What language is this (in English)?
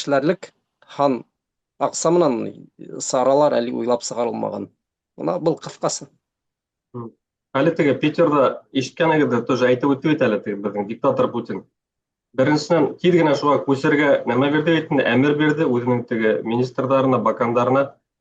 Bashkir